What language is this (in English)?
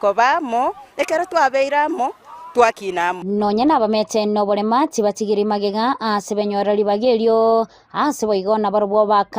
Gusii